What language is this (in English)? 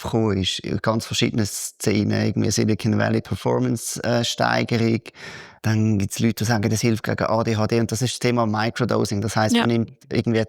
Swiss German